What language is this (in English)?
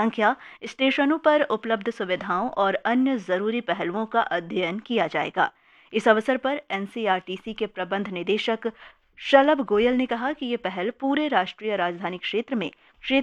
Hindi